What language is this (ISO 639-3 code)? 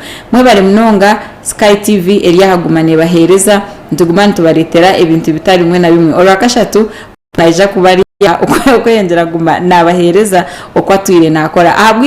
nyn